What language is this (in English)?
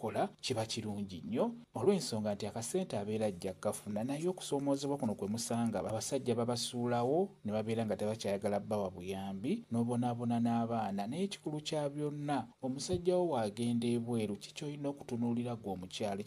Ganda